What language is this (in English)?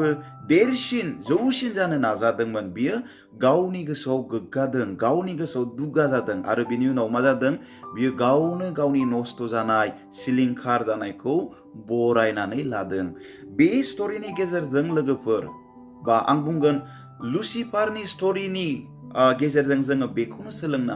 Bodo